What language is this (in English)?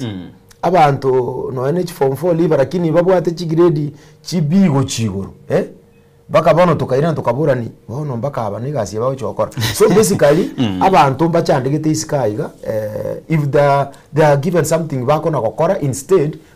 Gusii